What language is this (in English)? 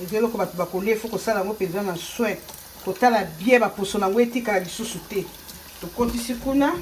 Lingala